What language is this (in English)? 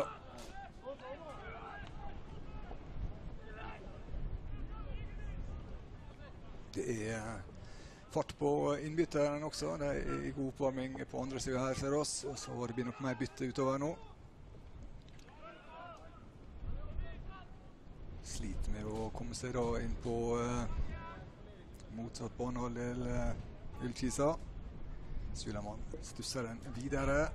Norwegian